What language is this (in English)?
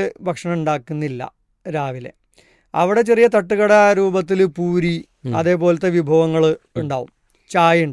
Malayalam